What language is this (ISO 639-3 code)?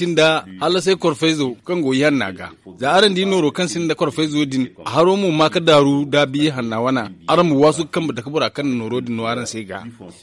dje